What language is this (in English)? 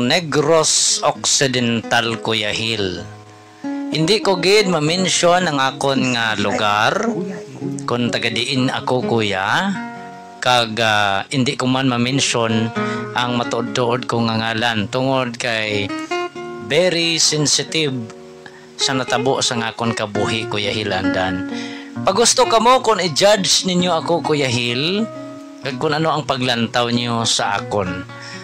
Hiligaynon